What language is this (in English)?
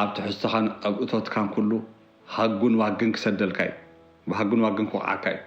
Tigrinya